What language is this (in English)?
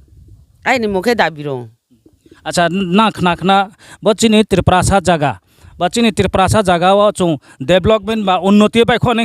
Riang (India)